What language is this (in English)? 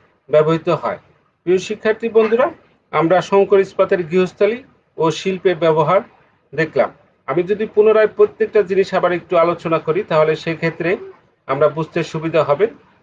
Bangla